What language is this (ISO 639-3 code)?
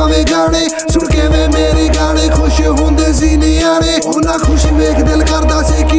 pan